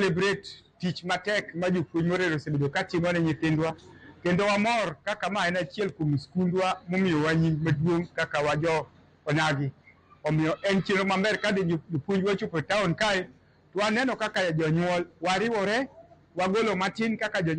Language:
Luo (Kenya and Tanzania)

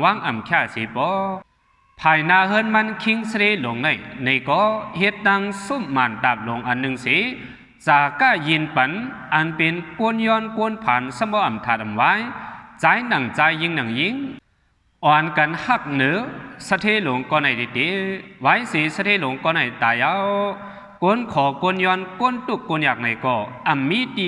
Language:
Shan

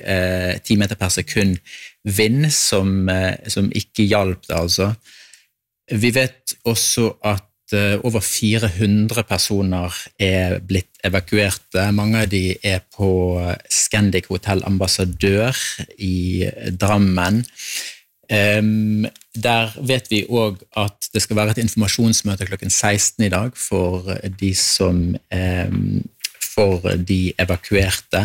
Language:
Norwegian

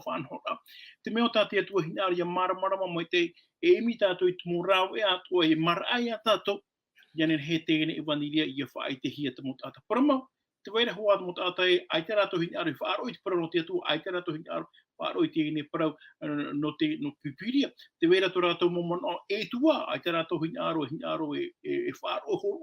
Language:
Tahitian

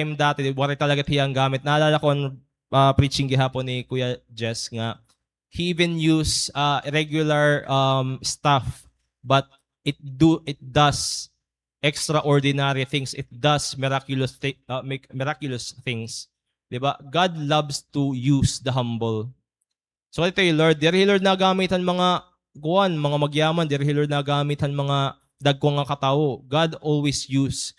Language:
Waray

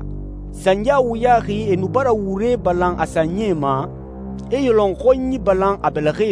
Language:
Susu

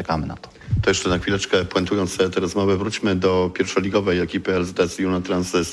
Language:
Polish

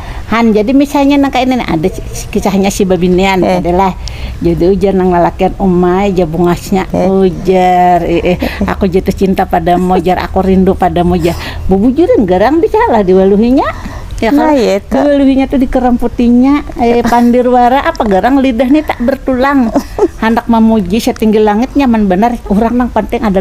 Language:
Banjar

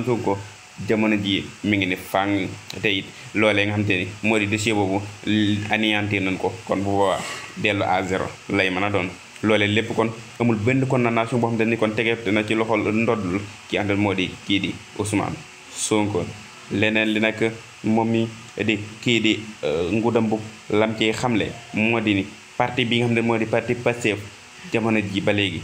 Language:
Wolof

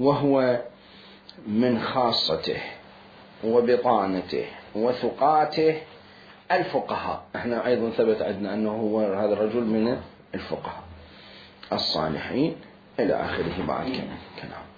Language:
Mesopotamian Arabic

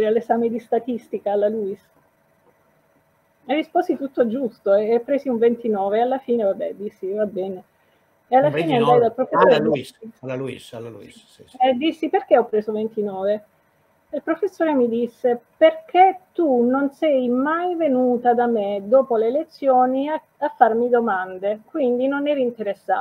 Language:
Italian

